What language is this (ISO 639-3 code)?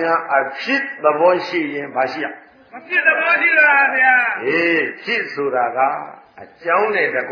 mya